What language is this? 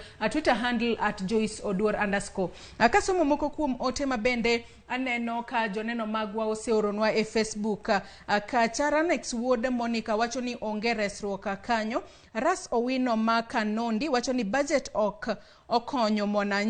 Luo (Kenya and Tanzania)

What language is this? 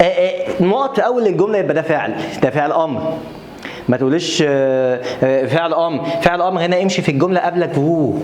Egyptian Arabic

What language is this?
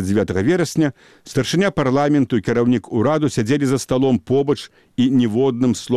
Belarusian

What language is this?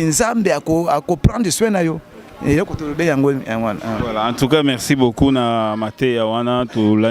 Lingala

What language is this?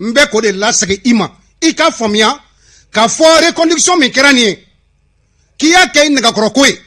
Bambara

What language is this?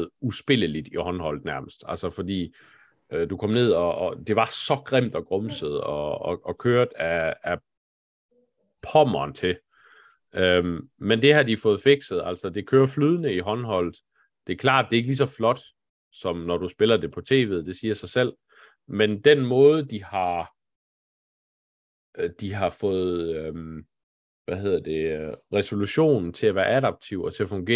Danish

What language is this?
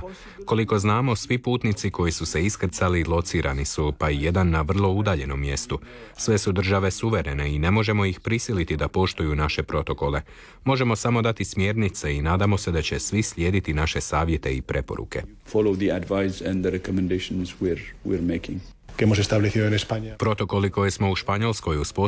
Croatian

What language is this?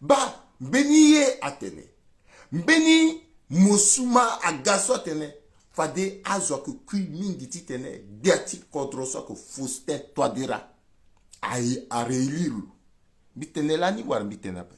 Sango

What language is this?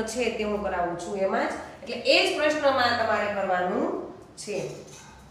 Gujarati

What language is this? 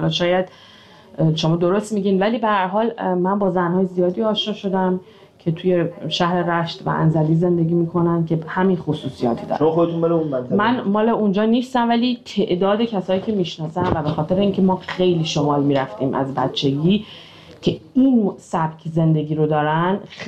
Persian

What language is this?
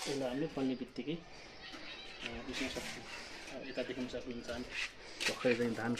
Nepali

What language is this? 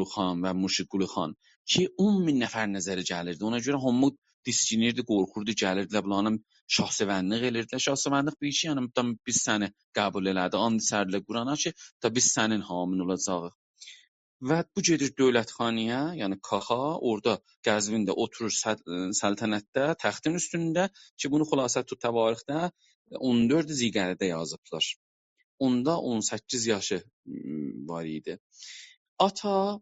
South Azerbaijani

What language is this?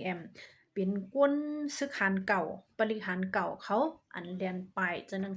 Shan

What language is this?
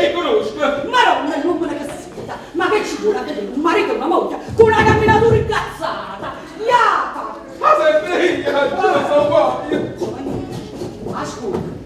Neapolitan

